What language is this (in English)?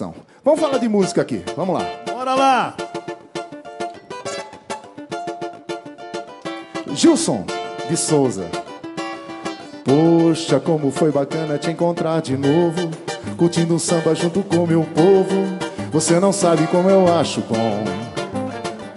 Portuguese